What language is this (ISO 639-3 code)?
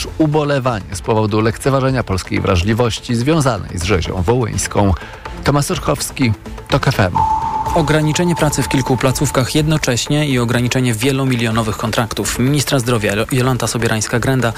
pol